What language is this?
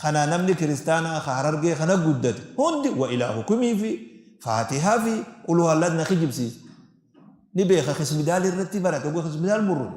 Oromo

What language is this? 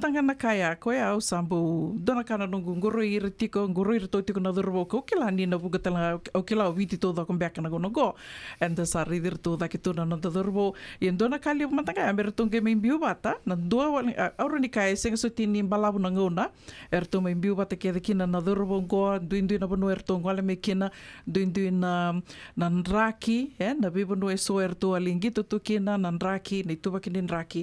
Fijian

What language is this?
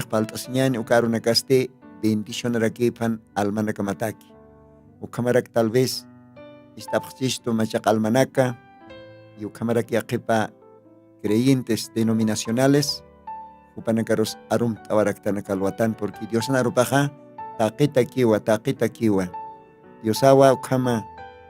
Aymara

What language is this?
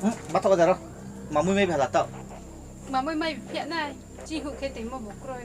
Riang (India)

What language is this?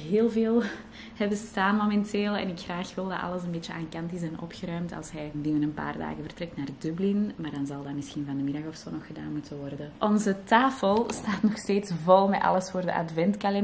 Dutch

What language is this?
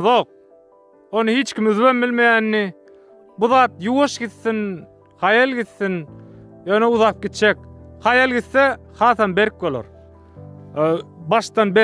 Turkmen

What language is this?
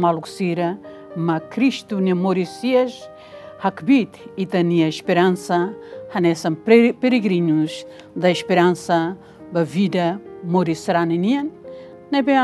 Tetum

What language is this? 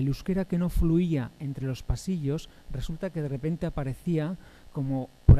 Spanish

